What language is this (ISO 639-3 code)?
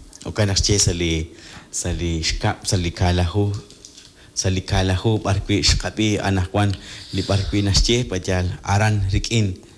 kek